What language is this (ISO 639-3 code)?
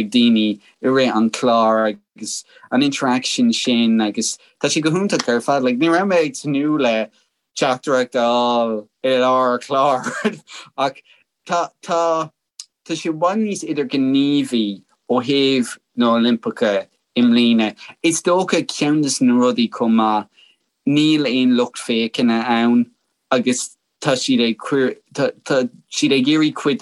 gle